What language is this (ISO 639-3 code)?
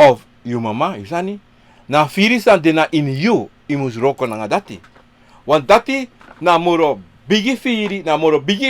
srn